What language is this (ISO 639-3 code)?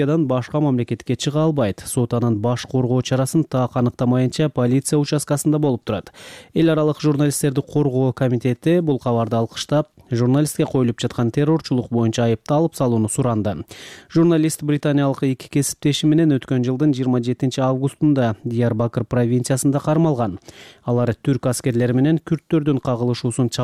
kir